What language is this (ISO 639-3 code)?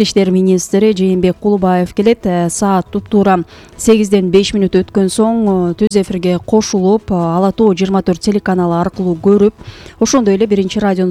kir